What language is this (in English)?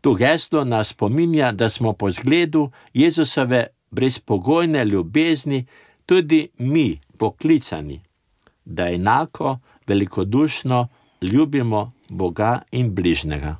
Slovenian